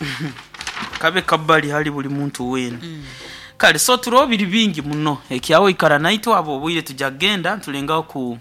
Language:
Nyoro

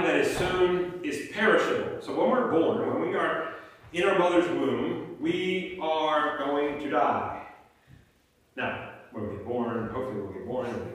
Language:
English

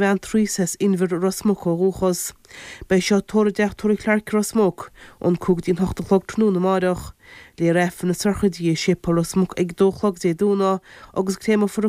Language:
Irish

